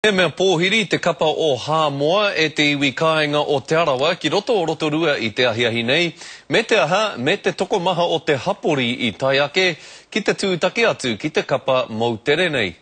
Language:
Māori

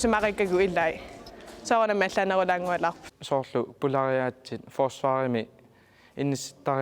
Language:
Kalaallisut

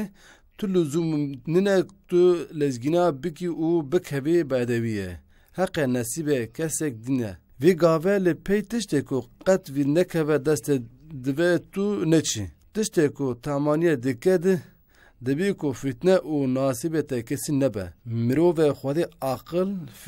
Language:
Kurdish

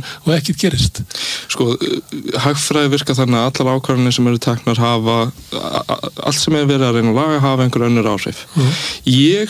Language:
Icelandic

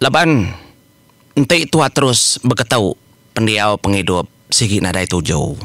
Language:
Iban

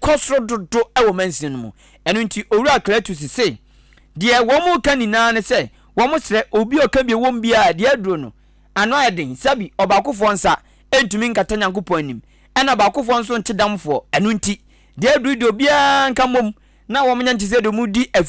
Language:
Akan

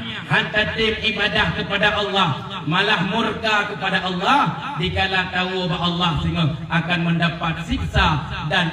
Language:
Achinese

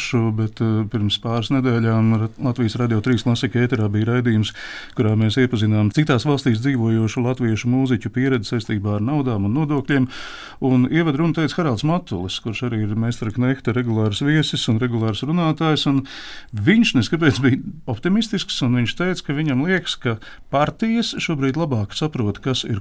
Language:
Latvian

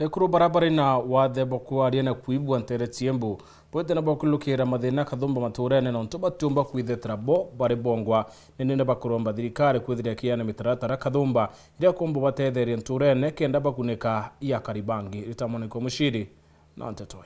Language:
Meru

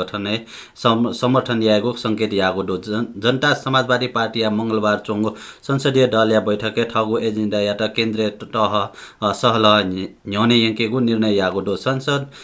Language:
Newari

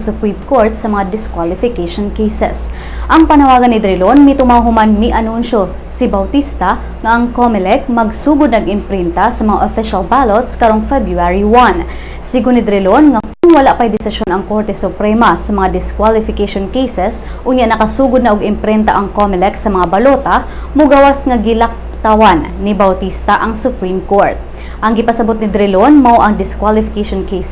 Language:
Cebuano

